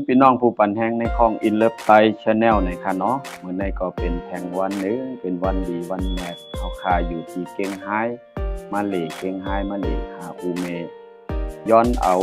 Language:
Shan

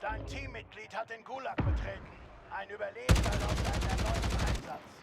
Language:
Bavarian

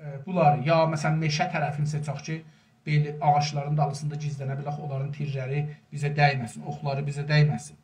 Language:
South Azerbaijani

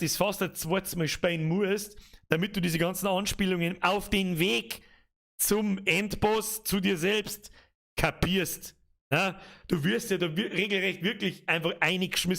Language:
Bavarian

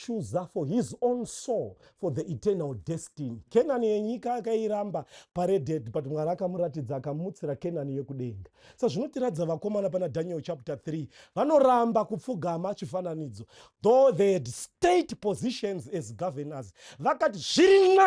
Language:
Shona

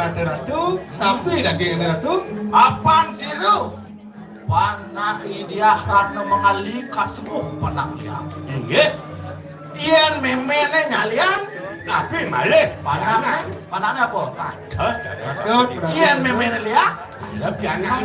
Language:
Balinese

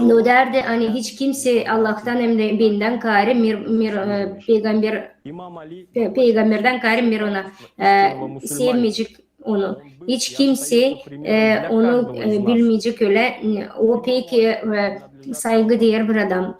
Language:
Gagauz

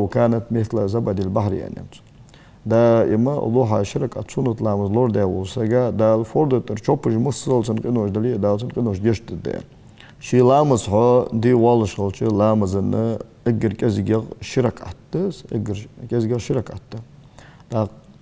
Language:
Ingush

